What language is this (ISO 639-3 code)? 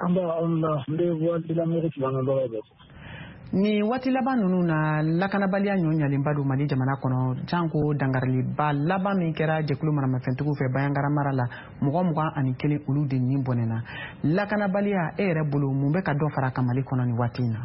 bam